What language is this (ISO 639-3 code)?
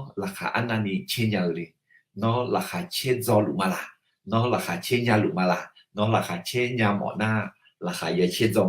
ahk